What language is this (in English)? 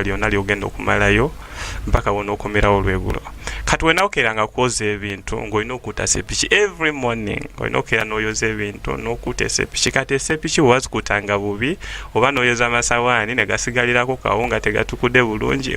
Ganda